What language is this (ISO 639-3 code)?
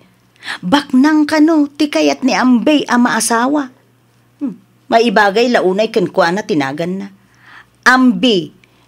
ilo